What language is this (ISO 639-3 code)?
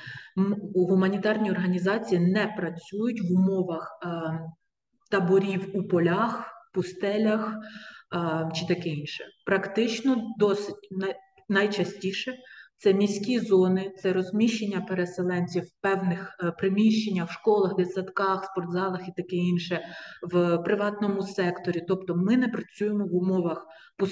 ukr